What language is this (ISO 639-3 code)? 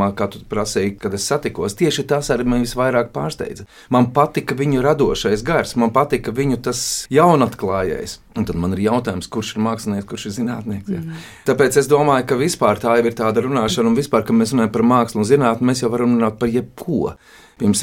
lav